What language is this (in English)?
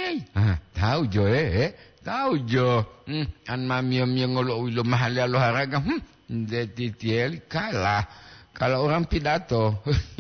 Gorontalo